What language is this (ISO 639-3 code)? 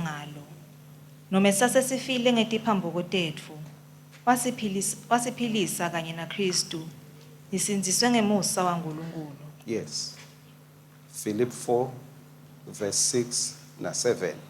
ssw